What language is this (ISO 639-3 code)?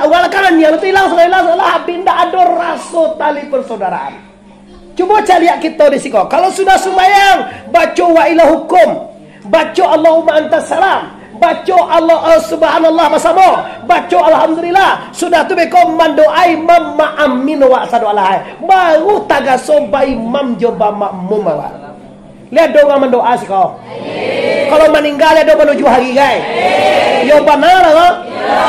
min